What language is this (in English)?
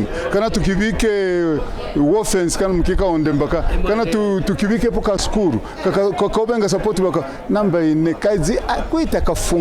Kaonde